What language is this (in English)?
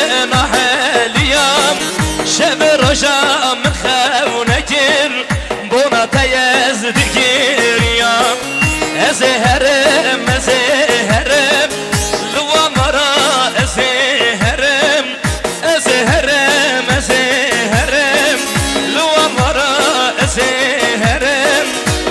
Kurdish